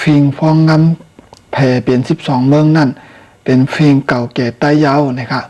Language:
Shan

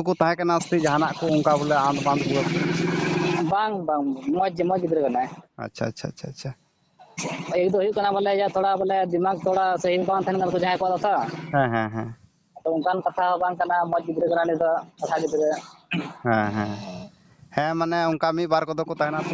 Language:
Santali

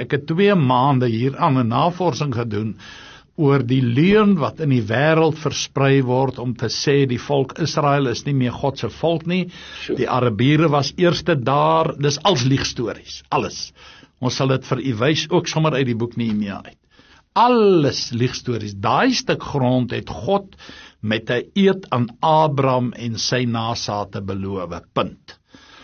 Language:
Afrikaans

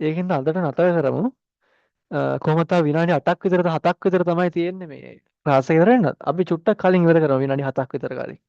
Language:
Sinhala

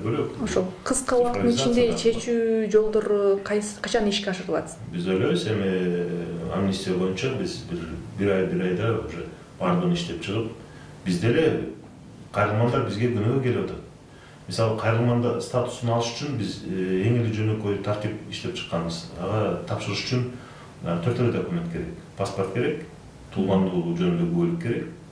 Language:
Kyrgyz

